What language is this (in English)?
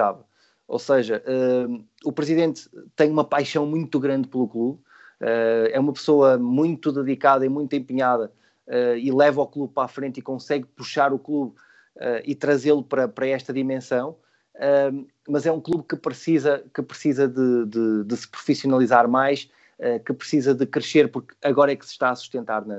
Portuguese